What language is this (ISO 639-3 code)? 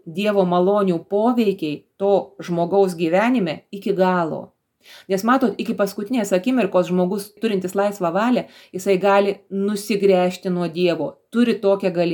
lit